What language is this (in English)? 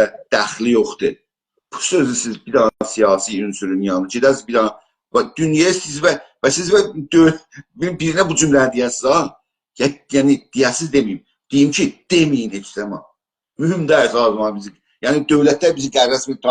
South Azerbaijani